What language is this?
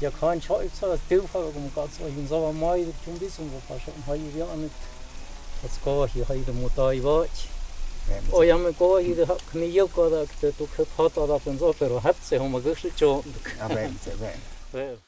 Totontepec Mixe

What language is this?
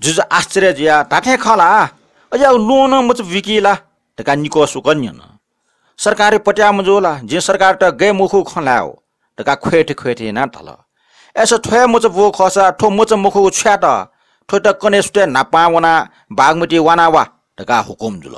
Newari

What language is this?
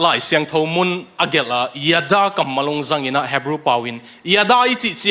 Tedim Chin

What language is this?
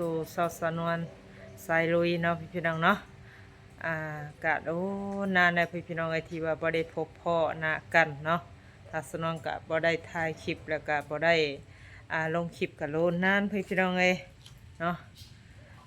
Northeastern Thai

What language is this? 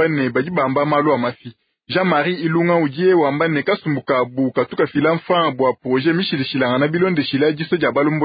Luba-Lulua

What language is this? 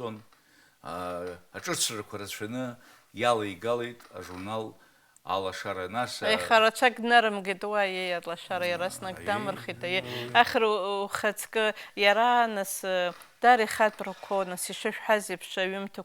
Abkhazian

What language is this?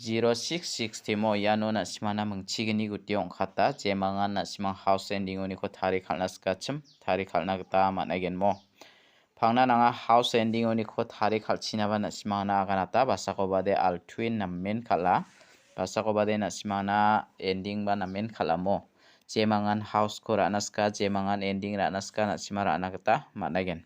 Garo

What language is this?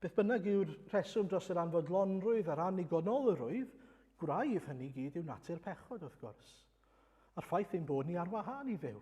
Welsh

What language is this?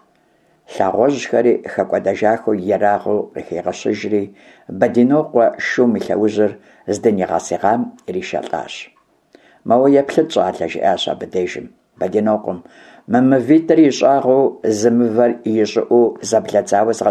Kabardian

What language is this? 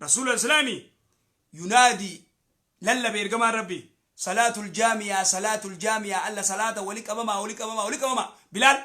Oromo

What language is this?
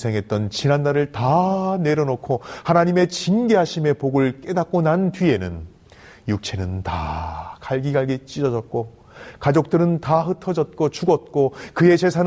Korean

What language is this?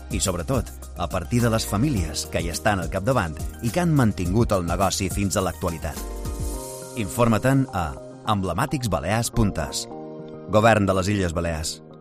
Catalan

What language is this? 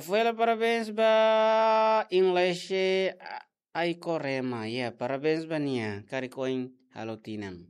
Tetum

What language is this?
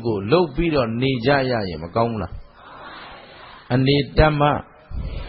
Burmese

